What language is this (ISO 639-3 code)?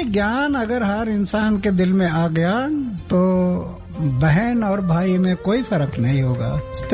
hin